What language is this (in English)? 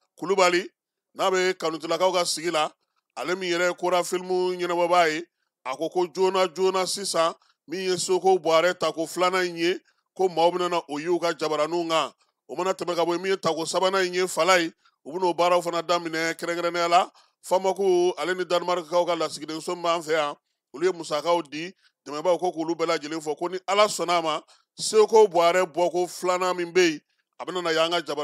Bambara